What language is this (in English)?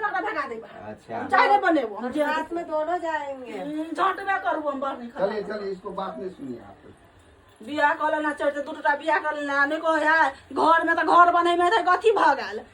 Maithili